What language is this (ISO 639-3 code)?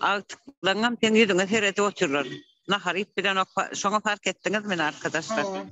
tuk